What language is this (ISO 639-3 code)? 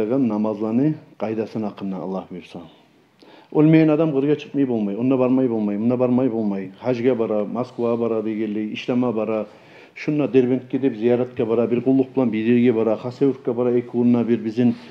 kum